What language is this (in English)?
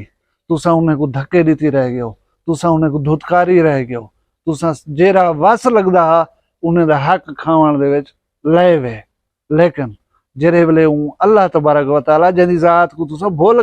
Saraiki